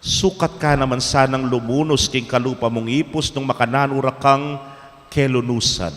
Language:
Pampanga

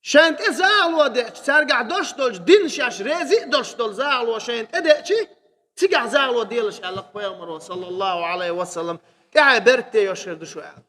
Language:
Chechen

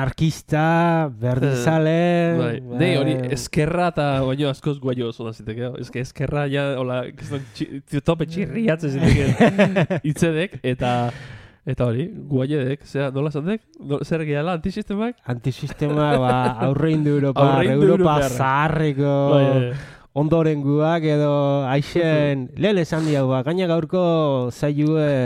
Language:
Basque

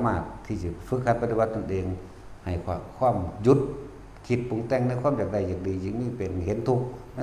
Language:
Northeastern Thai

